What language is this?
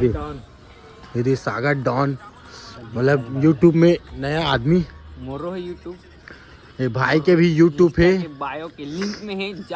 Chhattisgarhi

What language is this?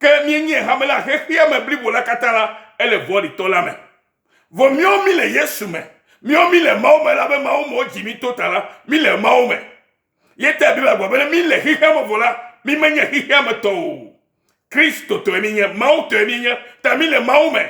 Ewe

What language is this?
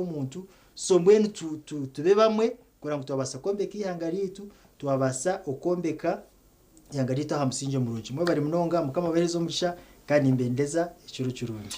Nyankole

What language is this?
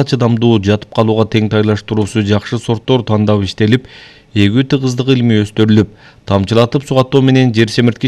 Kyrgyz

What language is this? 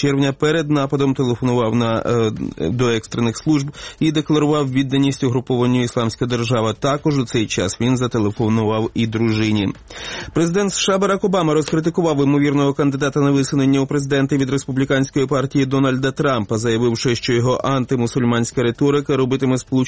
Ukrainian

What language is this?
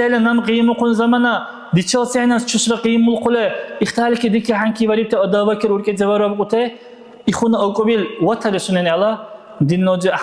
Dargwa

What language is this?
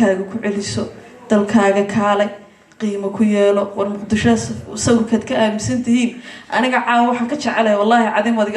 Somali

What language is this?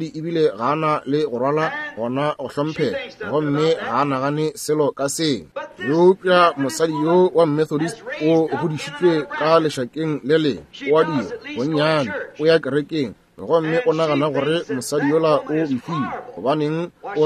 Northern Sotho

